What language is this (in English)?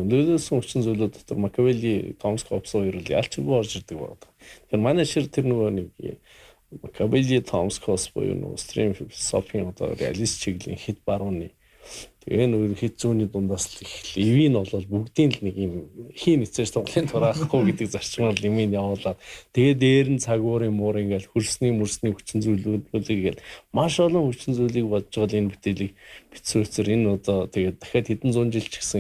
Mongolian